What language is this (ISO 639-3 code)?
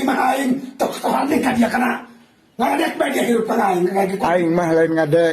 sun